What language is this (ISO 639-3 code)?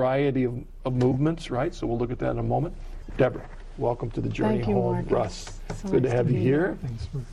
eng